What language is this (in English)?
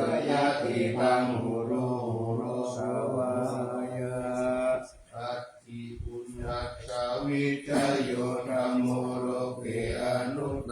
Pali